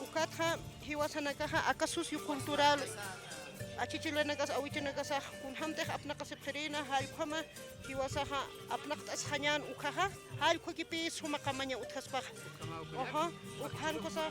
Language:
Aymara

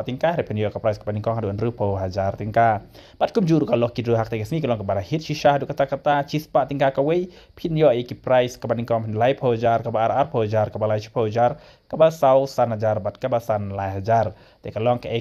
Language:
Khasi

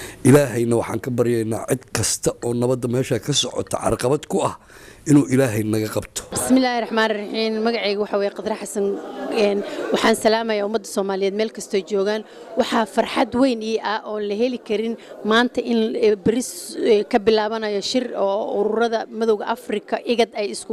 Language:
Somali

